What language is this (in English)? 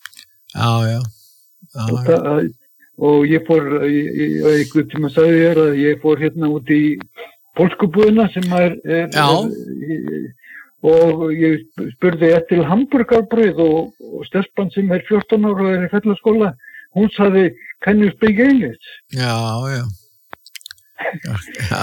Icelandic